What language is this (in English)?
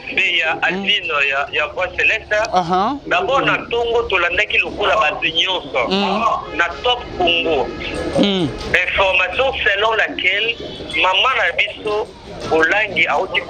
Lingala